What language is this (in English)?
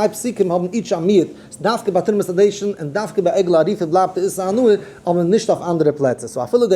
Yiddish